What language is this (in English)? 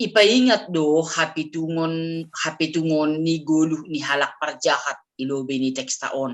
Batak Simalungun